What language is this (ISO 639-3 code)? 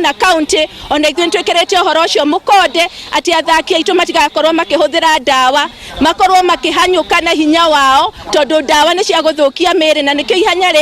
kik